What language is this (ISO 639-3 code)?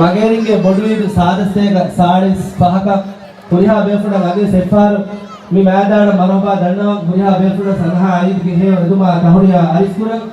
div